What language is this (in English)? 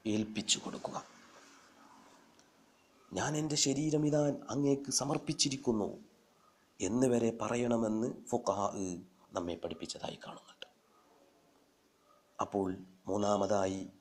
Malayalam